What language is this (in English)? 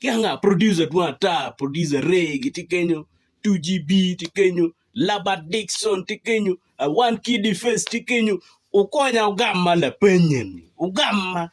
Acoli